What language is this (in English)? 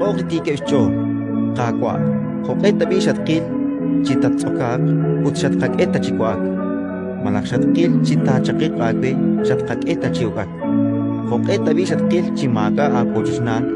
Kekchí